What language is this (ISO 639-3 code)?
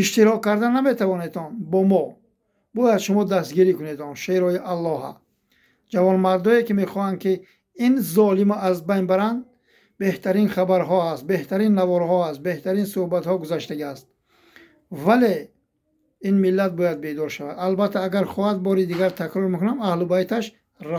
tgk